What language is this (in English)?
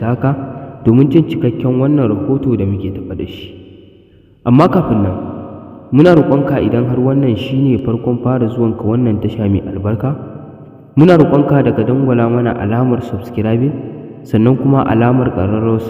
Hausa